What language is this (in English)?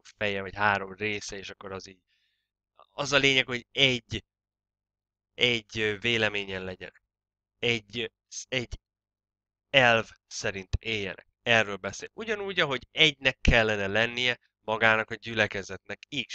Hungarian